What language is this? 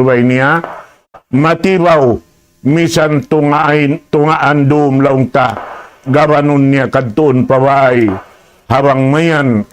Tausug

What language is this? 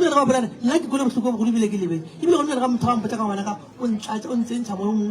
Northern Sotho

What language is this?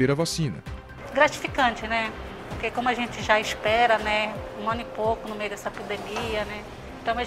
Portuguese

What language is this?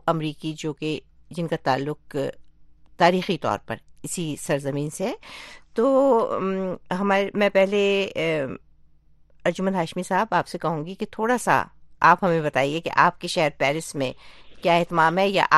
Urdu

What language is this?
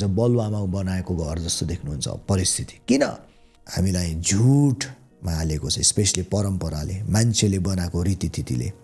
Nepali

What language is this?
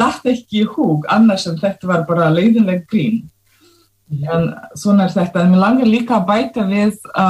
Icelandic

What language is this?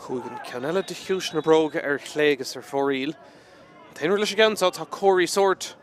Irish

